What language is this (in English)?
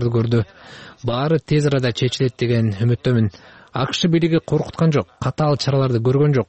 Kyrgyz